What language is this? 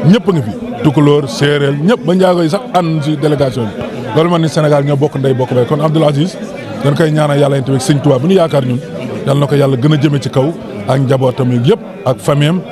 Wolof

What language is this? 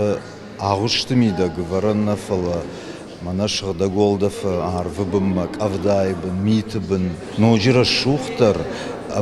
Ossetic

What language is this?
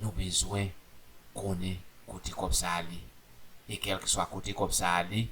Haitian Creole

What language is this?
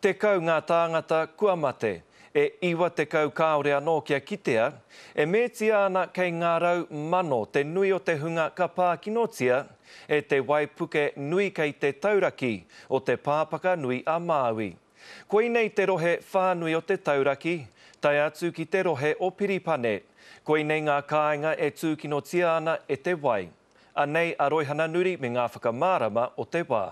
Māori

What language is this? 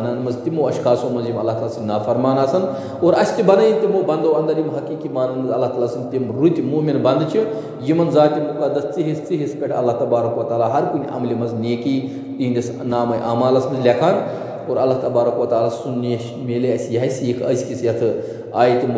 Kashmiri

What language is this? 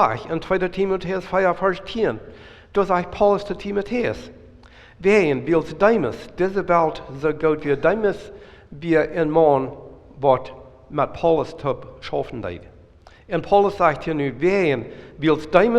Plautdietsch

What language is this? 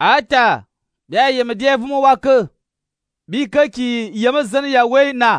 Fang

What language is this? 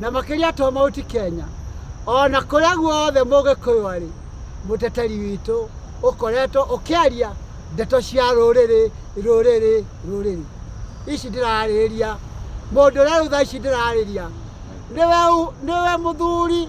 Kikuyu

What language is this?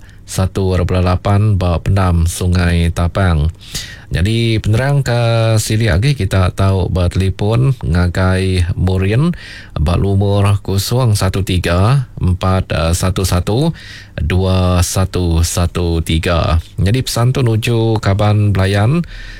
Iban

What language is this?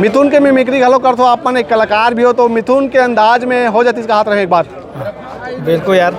Chhattisgarhi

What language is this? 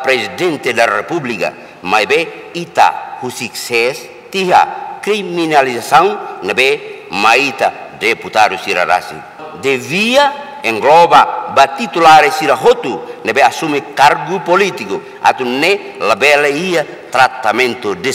Tetum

